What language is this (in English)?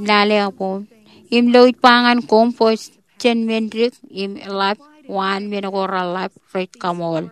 Marshallese